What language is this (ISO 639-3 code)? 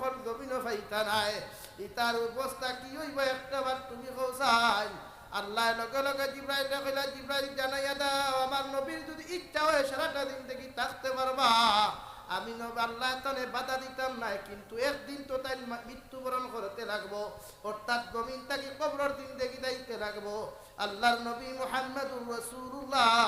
syl